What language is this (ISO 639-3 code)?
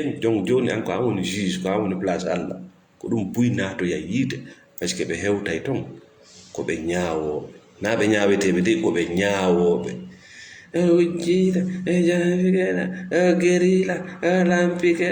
ful